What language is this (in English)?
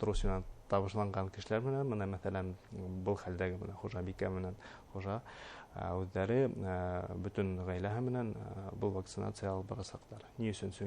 Bashkir